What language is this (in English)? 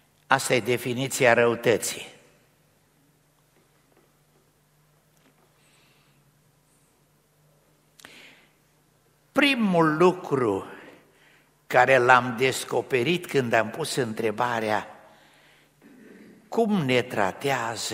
Romanian